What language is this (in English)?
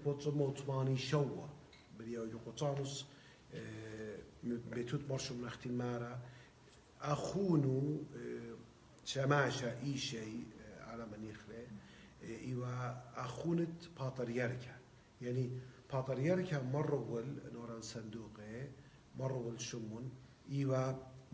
Assyrian Neo-Aramaic